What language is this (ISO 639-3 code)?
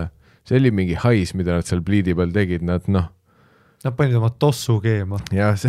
est